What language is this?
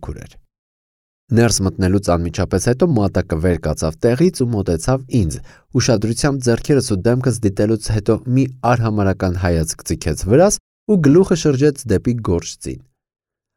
Armenian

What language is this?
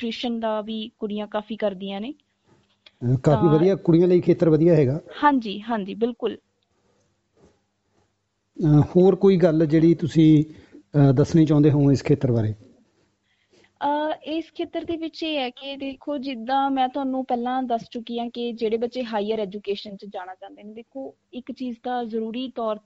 Punjabi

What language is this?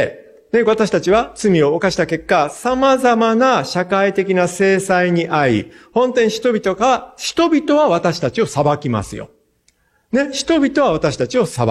Japanese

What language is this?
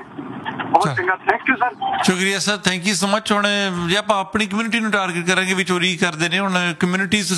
Punjabi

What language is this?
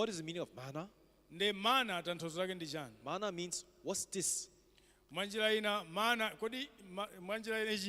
Nyanja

